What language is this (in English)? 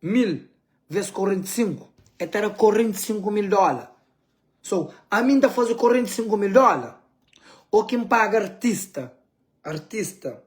Kabuverdianu